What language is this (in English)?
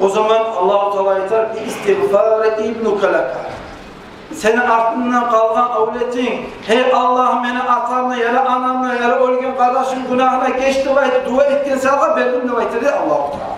Kumyk